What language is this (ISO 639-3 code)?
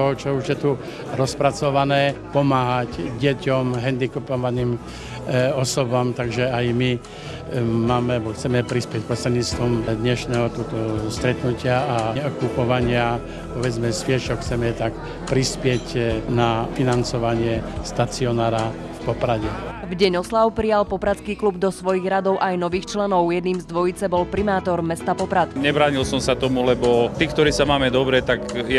slk